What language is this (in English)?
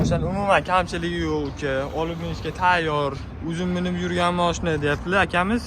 Uzbek